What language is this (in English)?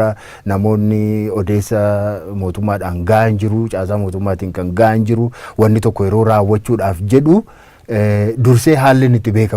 Oromo